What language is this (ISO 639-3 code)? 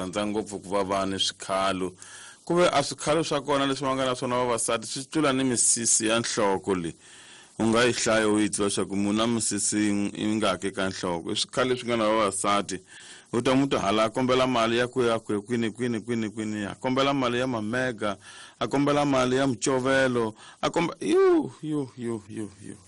tso